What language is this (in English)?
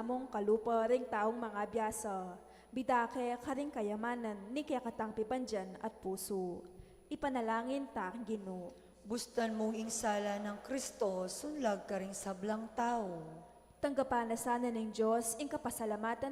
Pampanga